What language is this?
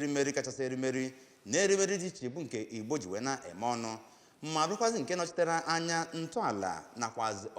Igbo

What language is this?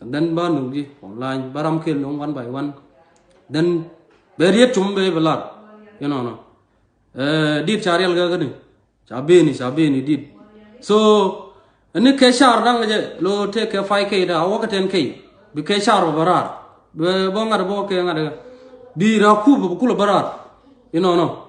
Nuer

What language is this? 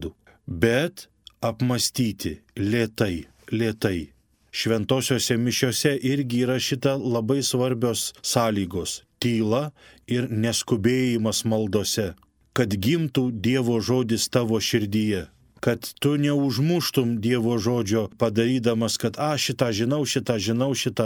Lithuanian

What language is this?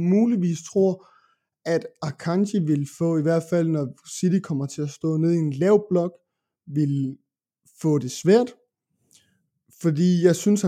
Danish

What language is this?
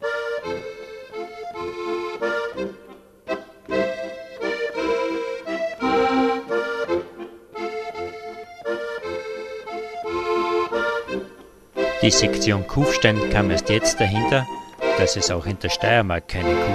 German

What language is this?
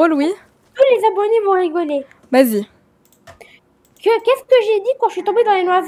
French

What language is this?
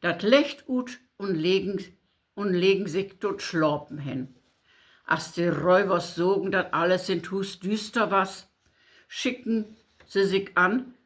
Low German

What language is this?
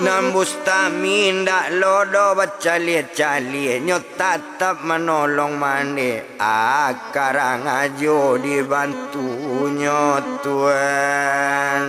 Minangkabau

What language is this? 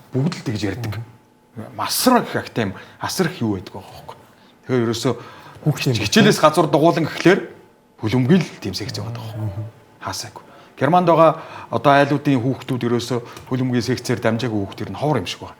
Mongolian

